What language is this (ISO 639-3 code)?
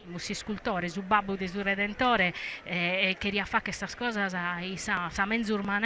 srd